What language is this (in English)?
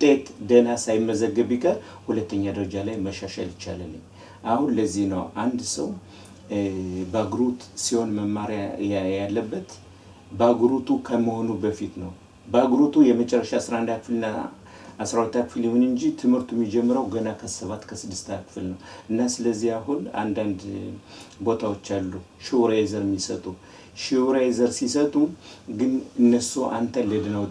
Amharic